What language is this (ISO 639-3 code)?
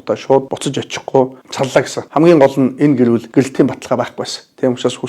mon